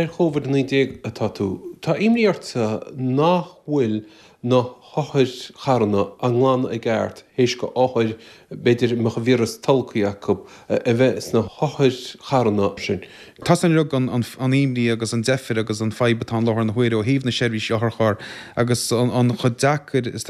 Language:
Irish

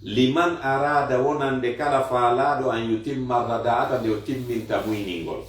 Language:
Fula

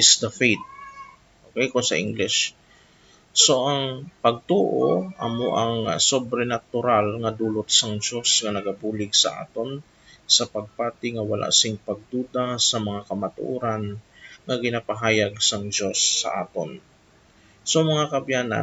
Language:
Hiligaynon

